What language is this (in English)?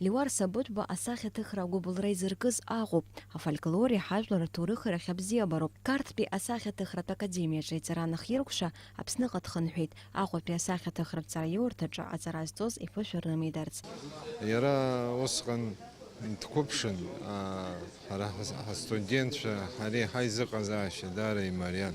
Abkhazian